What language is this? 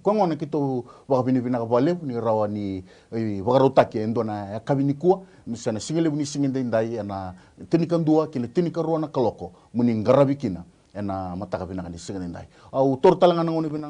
Fijian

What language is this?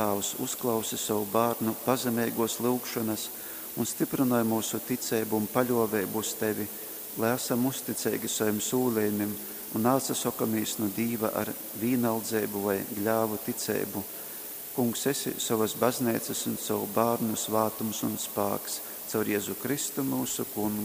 Latgalian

